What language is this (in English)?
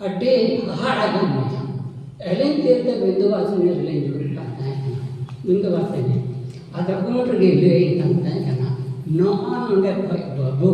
Santali